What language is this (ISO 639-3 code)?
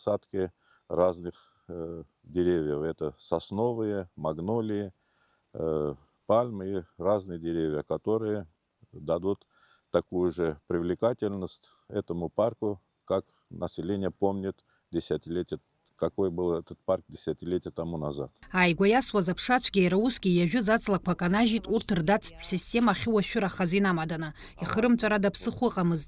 abk